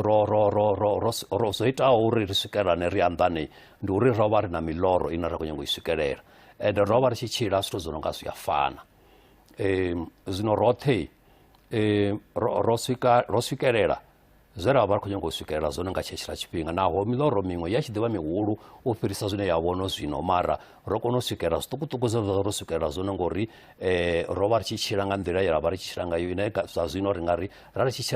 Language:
Venda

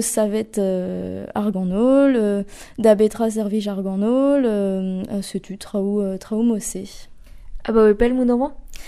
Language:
Breton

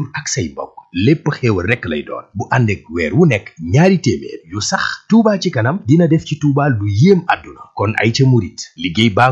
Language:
Wolof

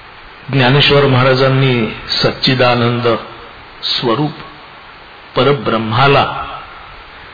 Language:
Marathi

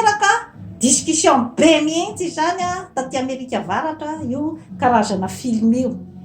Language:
Malagasy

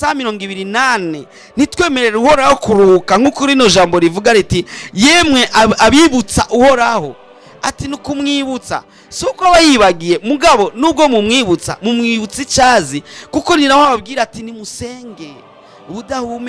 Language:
Rundi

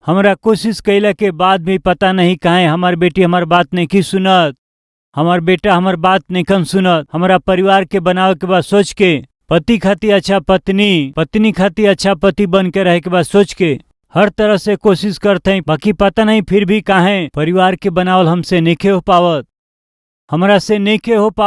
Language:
Bhojpuri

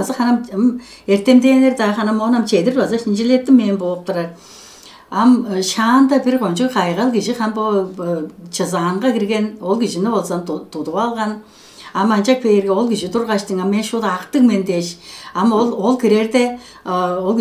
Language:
Tuvinian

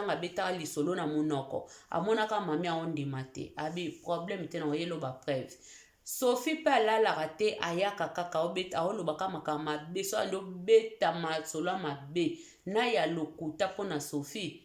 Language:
Lingala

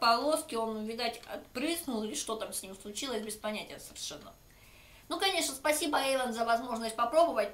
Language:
Russian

